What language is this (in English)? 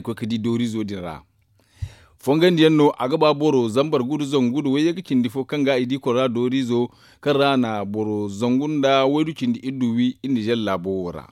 Zarma